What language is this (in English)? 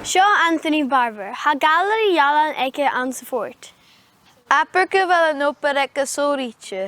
Scottish Gaelic